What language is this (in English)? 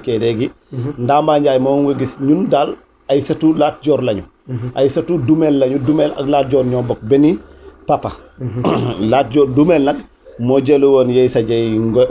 Wolof